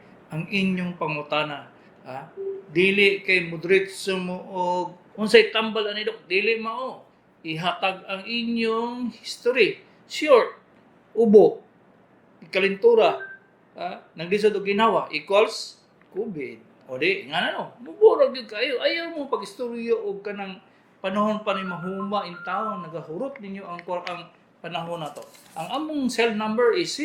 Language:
Cebuano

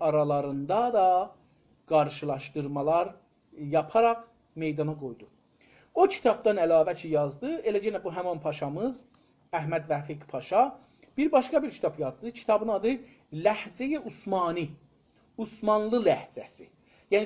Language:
South Azerbaijani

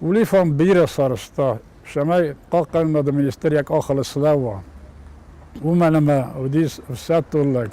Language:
Ossetic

